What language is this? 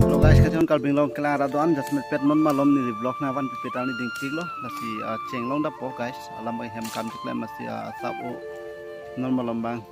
Karbi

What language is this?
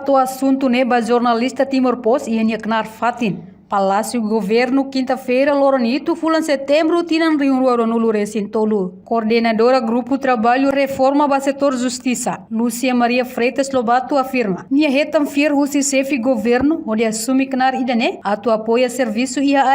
Tetum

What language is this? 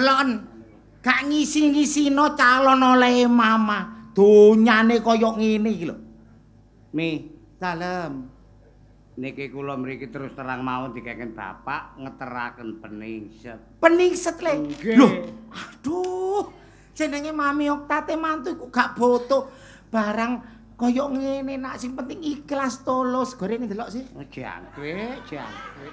Javanese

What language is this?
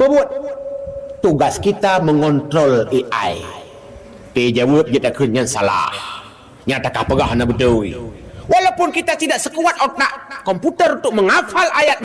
Achinese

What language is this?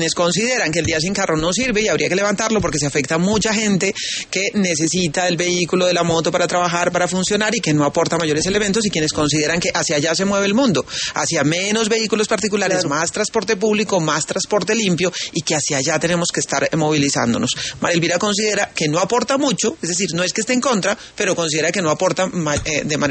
Spanish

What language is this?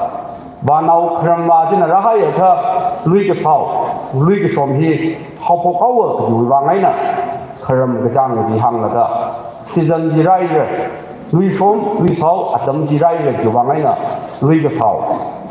Tangkhul Naga (India)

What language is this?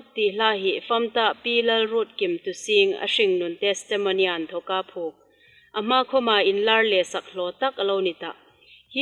Hmar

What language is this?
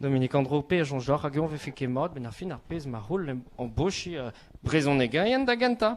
Breton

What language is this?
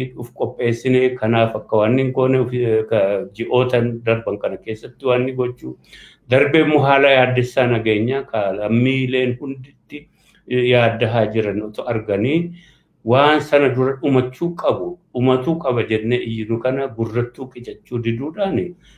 Oromo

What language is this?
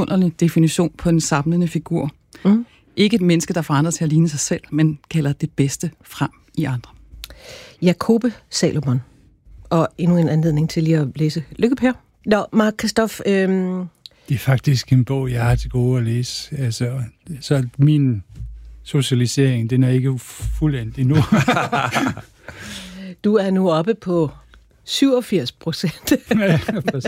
Danish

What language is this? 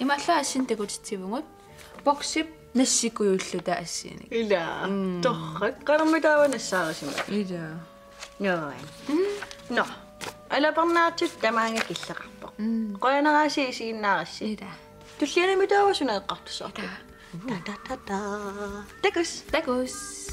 Kalaallisut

